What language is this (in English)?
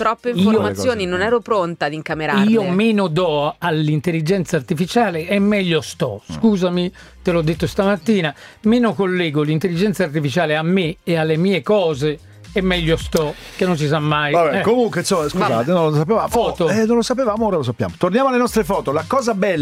Italian